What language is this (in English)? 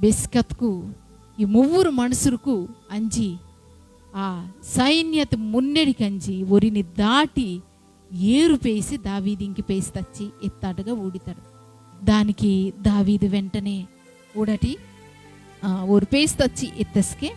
Koya